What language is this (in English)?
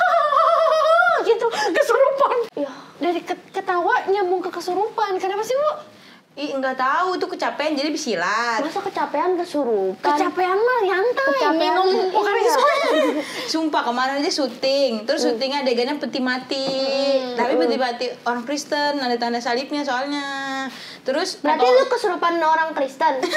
Indonesian